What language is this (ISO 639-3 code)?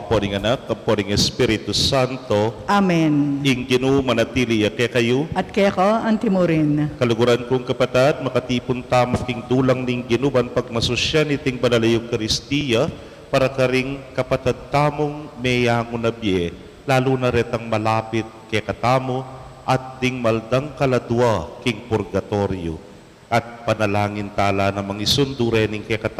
pam